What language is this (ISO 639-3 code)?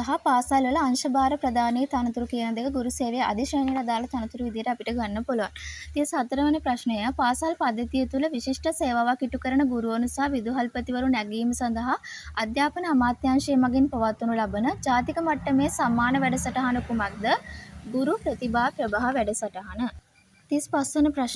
sin